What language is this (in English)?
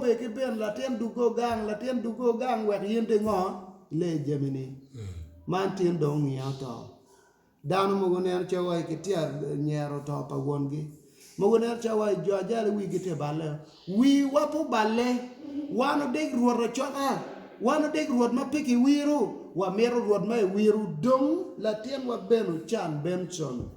Acoli